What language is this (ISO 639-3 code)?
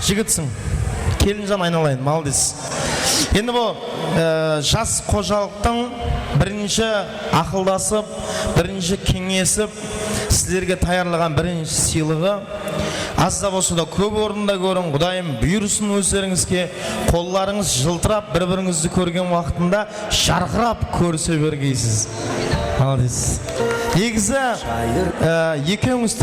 kaa